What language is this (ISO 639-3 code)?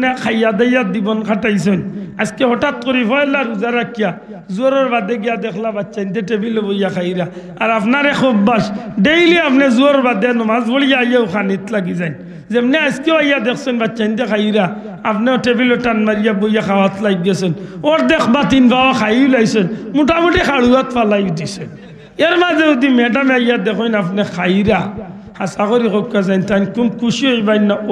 syl